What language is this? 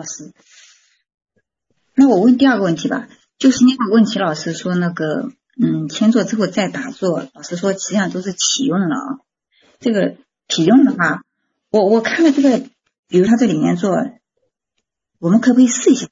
Chinese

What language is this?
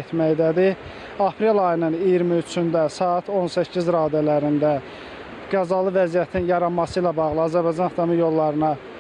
Azerbaijani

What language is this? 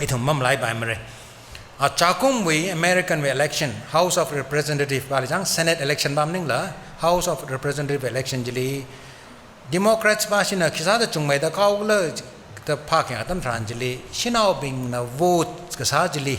Tangkhul Naga (India)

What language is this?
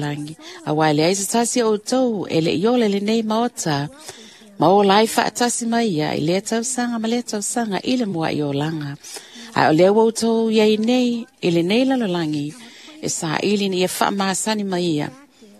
Samoan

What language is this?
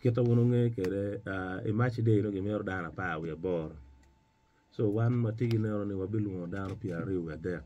Acoli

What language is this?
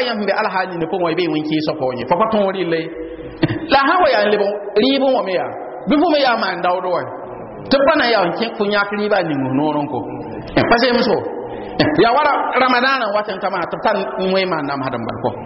Mossi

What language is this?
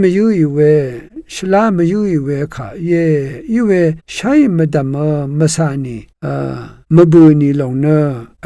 Rawang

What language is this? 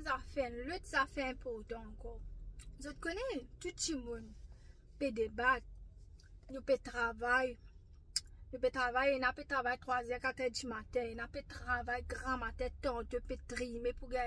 Morisyen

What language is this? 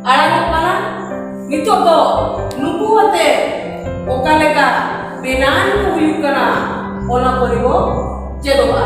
Santali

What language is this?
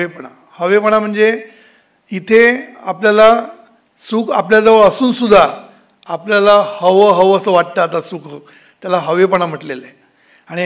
Marathi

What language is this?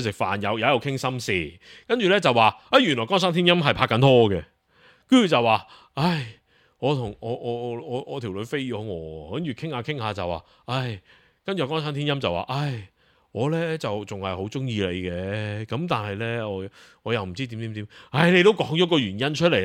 Cantonese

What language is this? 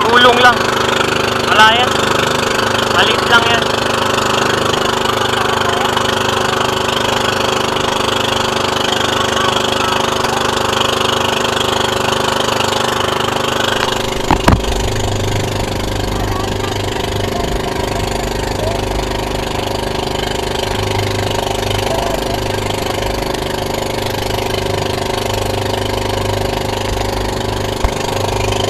Filipino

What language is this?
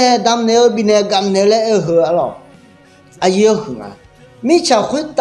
Akha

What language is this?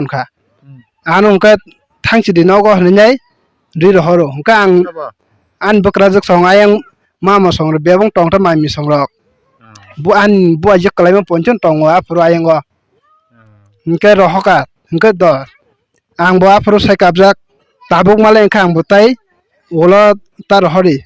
Kok Borok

